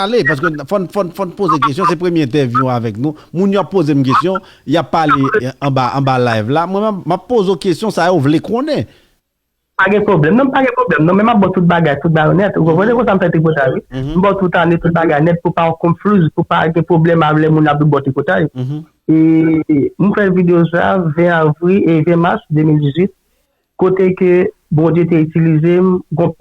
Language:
Haitian Creole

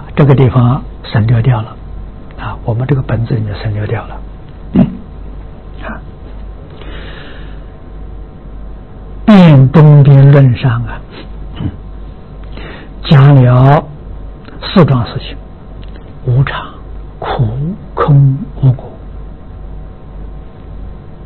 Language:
Chinese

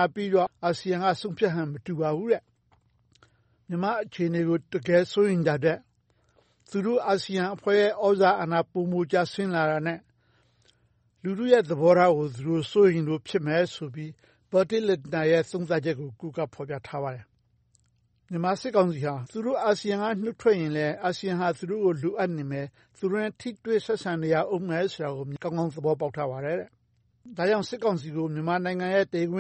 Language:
Burmese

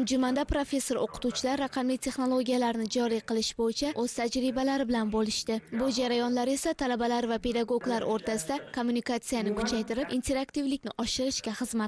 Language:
Uzbek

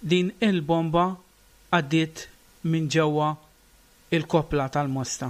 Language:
Maltese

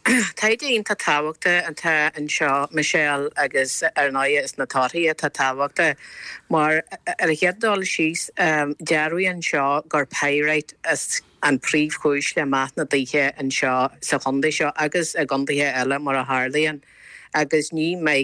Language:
Irish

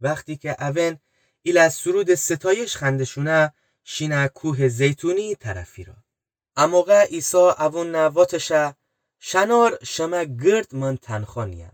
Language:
Gilaki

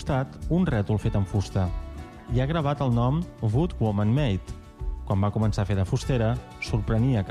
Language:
Catalan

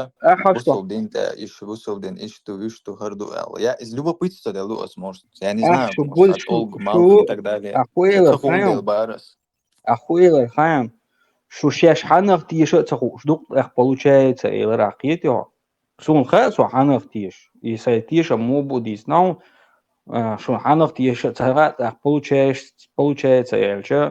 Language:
Chechen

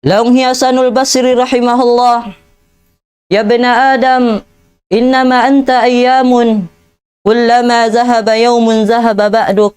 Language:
Tausug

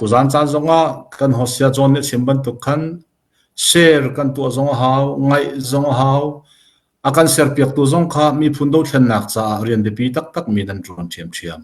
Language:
Hakha Chin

